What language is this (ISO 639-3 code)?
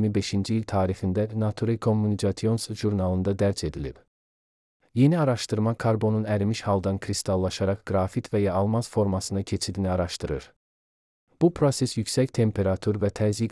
aze